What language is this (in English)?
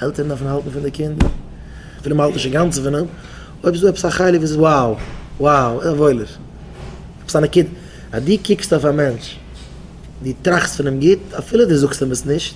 Yiddish